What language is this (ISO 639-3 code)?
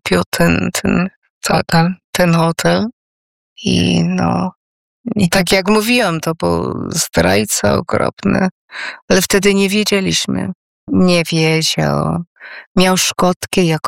pol